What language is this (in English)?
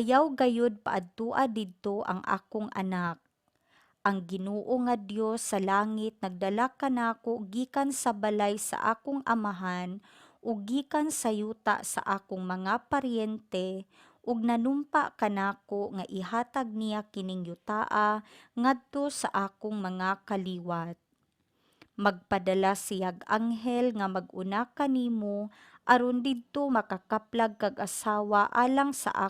Cebuano